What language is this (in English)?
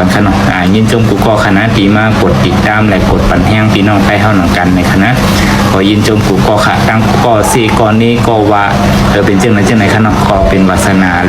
Shan